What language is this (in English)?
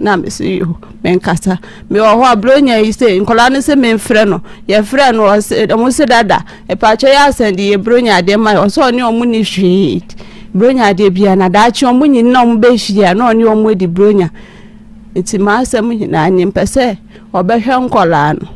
Akan